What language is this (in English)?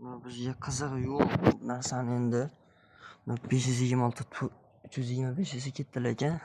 Uzbek